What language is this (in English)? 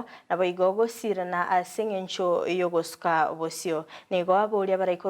Gusii